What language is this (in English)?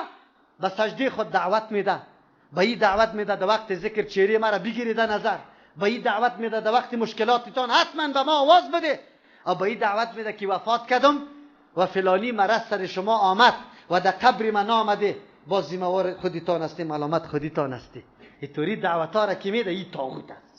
Persian